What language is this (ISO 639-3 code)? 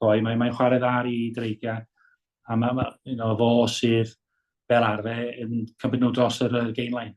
cym